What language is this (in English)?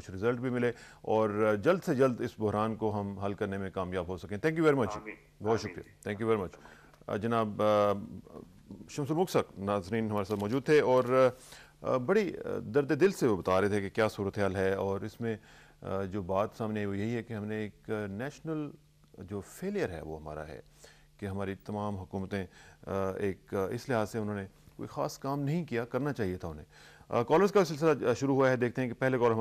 Urdu